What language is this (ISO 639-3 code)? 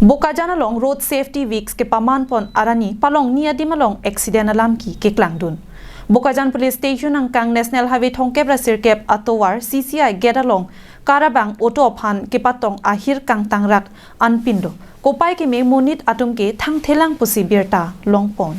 mjw